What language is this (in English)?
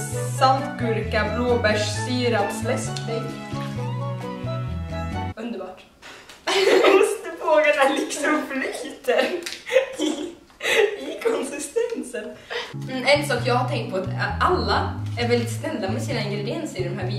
Swedish